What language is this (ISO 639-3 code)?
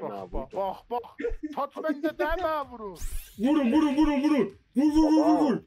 azb